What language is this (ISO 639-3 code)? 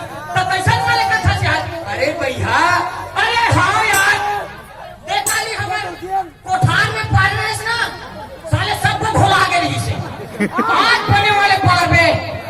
hne